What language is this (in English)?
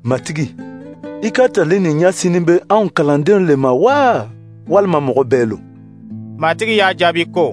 Dyula